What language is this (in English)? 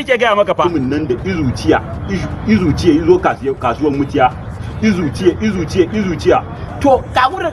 Hausa